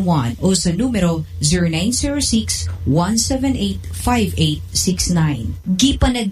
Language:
Cebuano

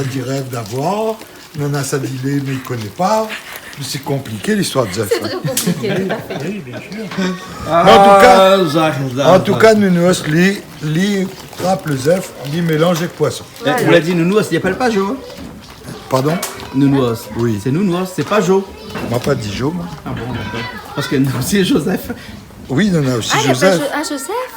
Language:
Réunion Creole French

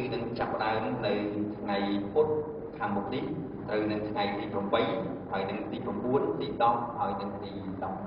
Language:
Khmer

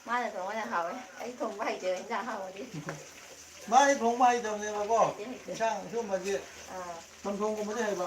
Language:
Manipuri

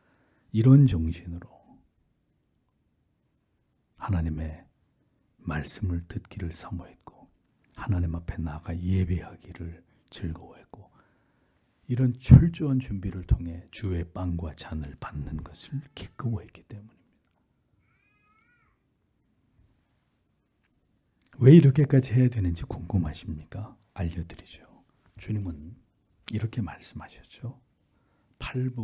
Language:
Korean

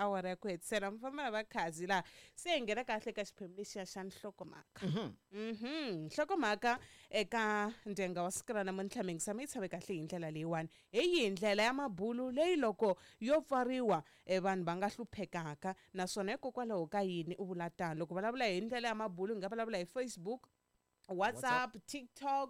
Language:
Tsonga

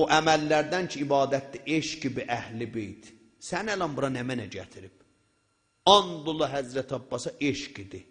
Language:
South Azerbaijani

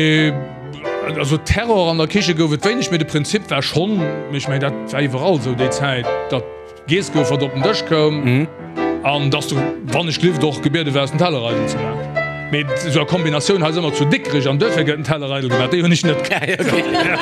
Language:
Luxembourgish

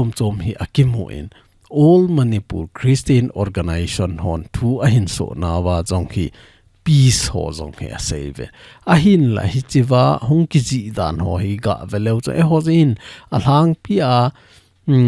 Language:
Thado Chin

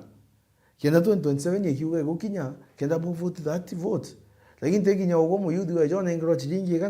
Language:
Meru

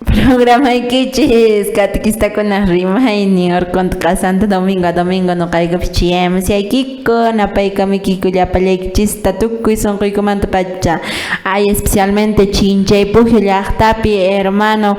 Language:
Quechua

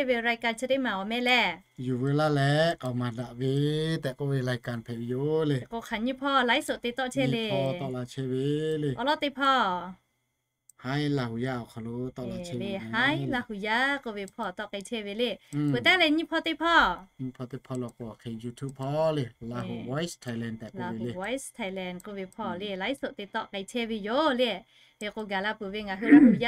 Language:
Lahu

